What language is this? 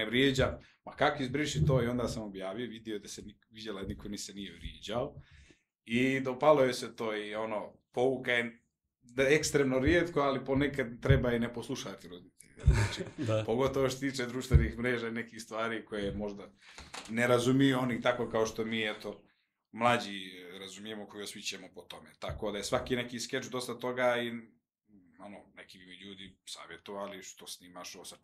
Serbian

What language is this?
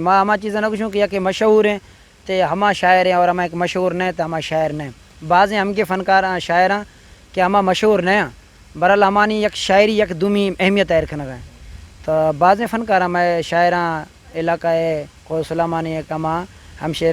Eastern Balochi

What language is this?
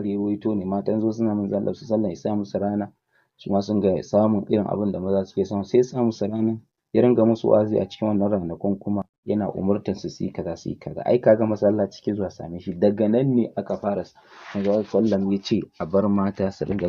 Hausa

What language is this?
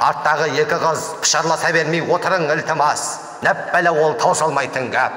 Kara-Kalpak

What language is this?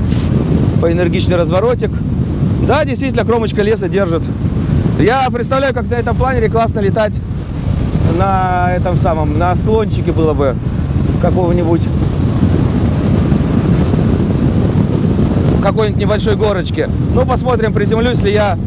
Russian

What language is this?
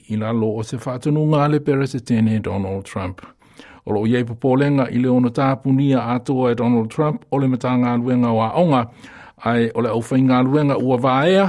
Samoan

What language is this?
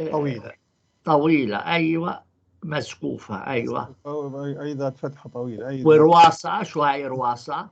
North Levantine Arabic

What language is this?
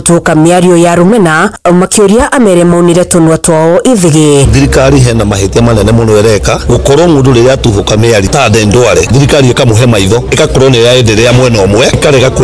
Kikuyu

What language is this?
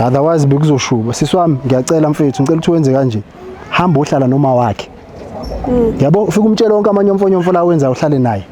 Zulu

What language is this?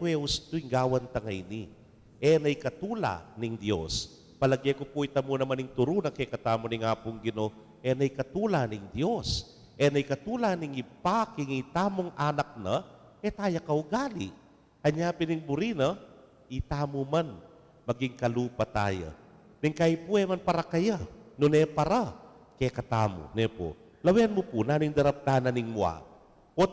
Pampanga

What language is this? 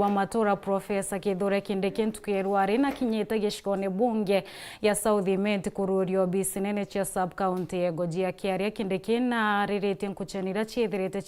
Meru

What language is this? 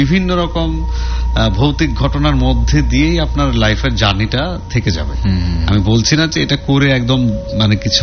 Bangla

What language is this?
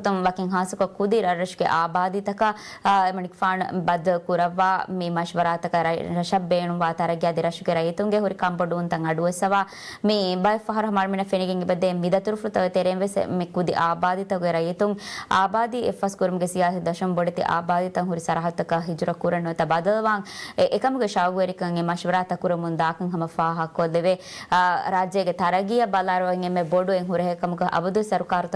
Divehi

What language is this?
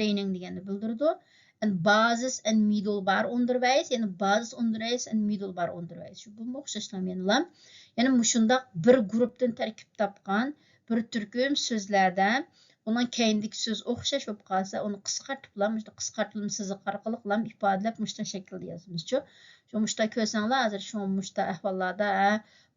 Uyghur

